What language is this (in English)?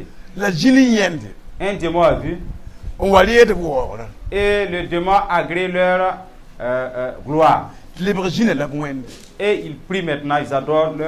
Mossi